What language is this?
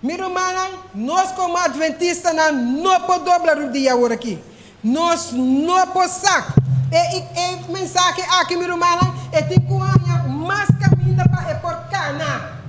Papiamento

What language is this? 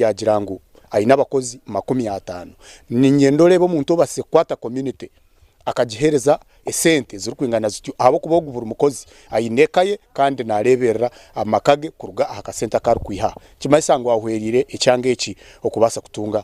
Nyankole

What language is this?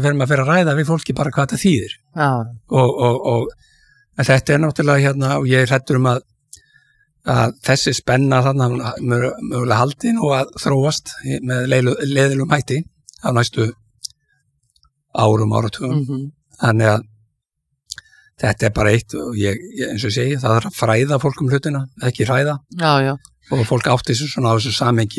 Icelandic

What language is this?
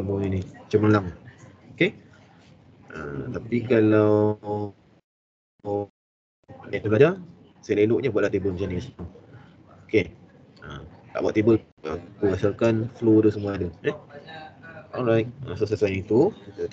Malay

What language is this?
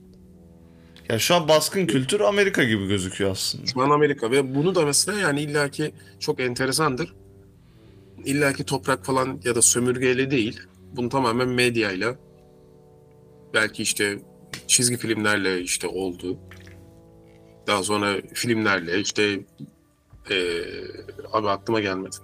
Turkish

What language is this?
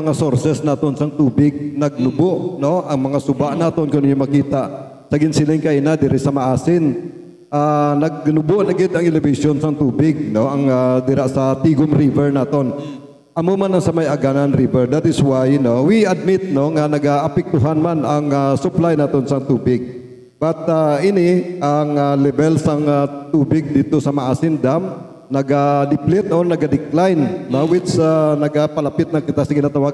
Hiligaynon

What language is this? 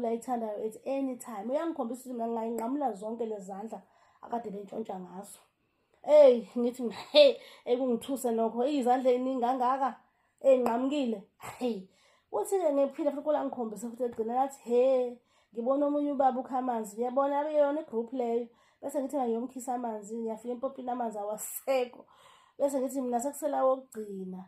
Zulu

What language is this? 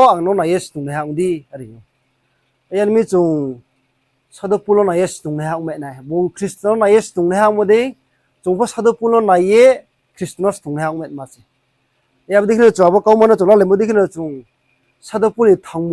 Riang (India)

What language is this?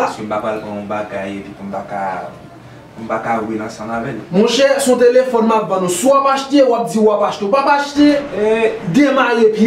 Haitian Creole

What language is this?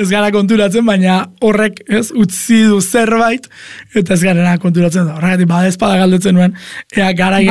Basque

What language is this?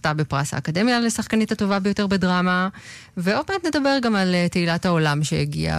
Hebrew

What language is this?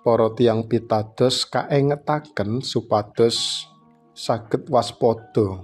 Javanese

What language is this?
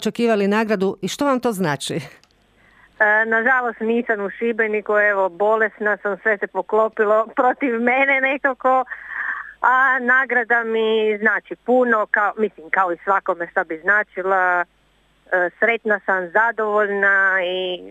Croatian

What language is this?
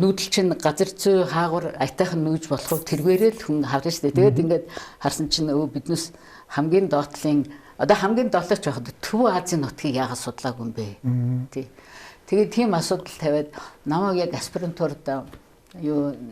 Mongolian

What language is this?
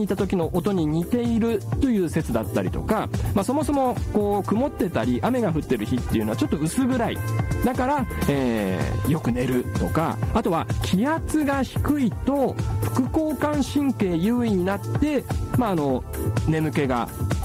Japanese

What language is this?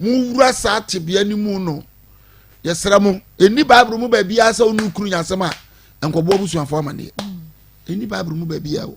Akan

